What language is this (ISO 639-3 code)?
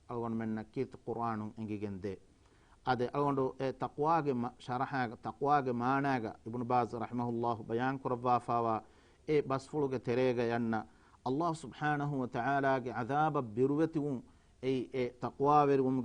div